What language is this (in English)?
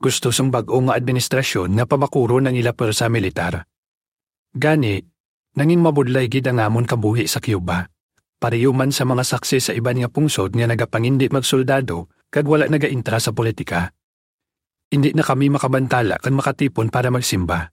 Hiligaynon